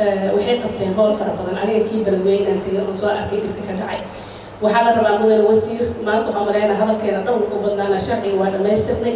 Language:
Somali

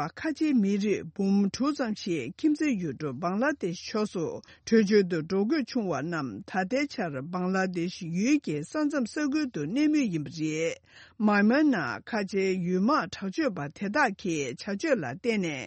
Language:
Tibetan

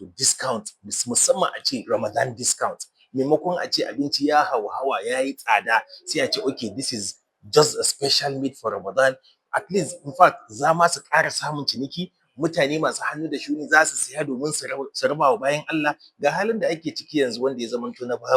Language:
Hausa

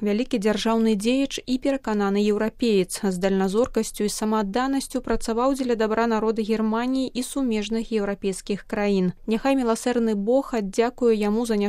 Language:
Belarusian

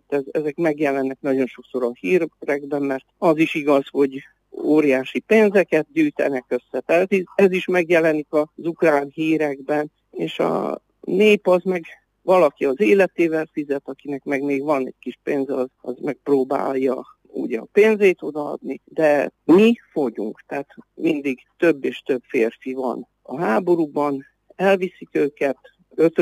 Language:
Hungarian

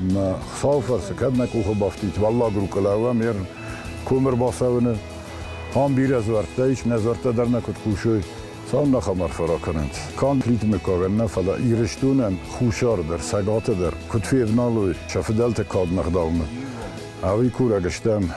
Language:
Ossetic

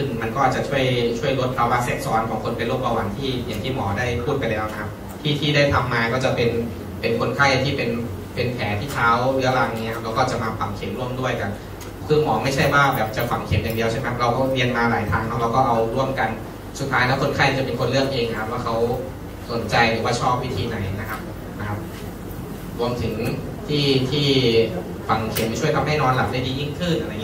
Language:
Thai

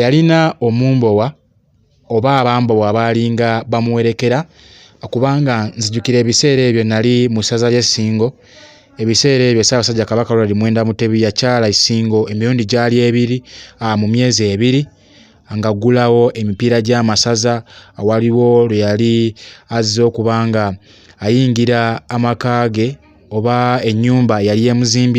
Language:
Ganda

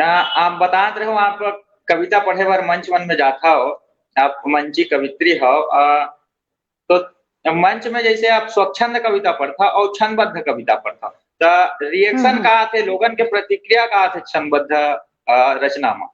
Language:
Chhattisgarhi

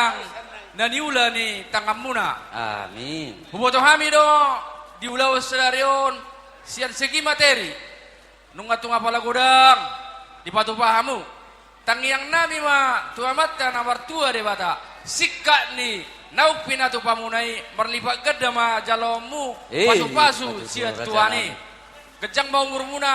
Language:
Batak Toba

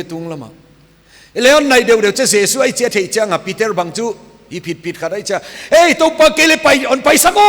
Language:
Paite Chin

